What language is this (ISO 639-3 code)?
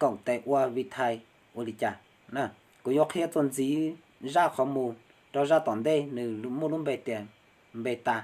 hmn